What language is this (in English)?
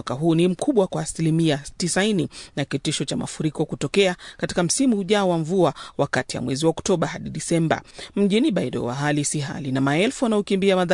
Swahili